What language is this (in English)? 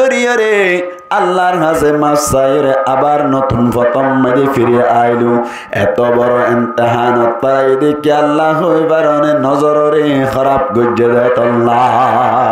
Rohingya